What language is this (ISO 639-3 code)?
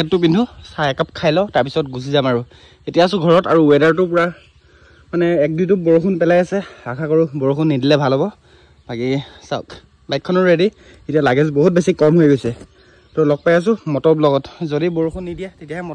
asm